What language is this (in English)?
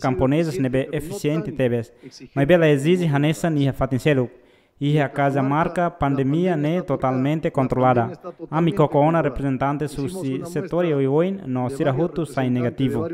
Tetum